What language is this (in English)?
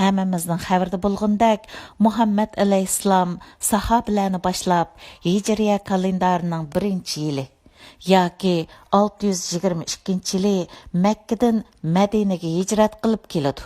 Uyghur